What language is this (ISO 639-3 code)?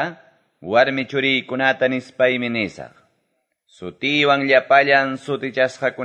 que